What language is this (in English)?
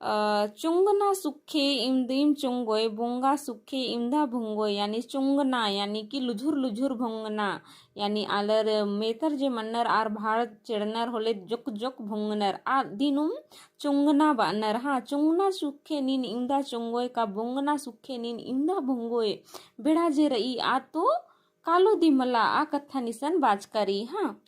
Kurukh